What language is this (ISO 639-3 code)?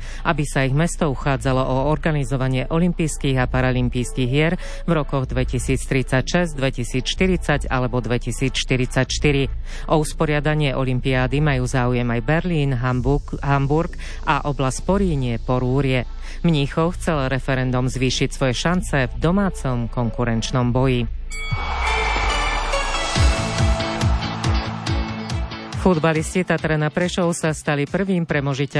slk